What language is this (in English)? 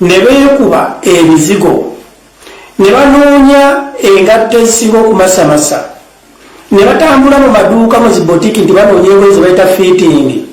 Ganda